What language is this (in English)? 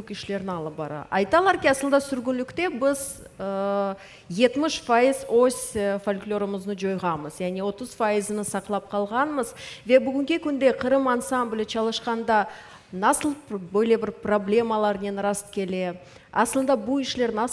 Crimean Tatar